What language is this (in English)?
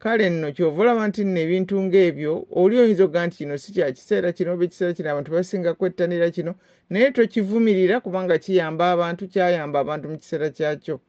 Ganda